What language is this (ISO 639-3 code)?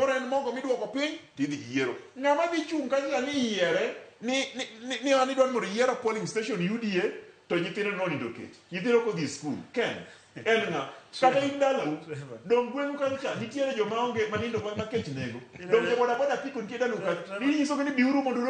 luo